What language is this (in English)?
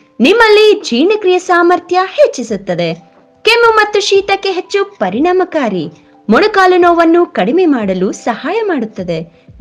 Kannada